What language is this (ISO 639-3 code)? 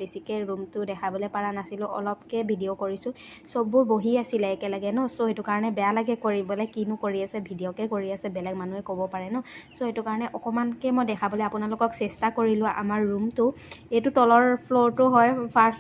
asm